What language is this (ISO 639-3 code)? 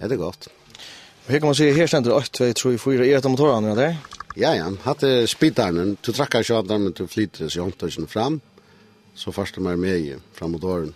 fao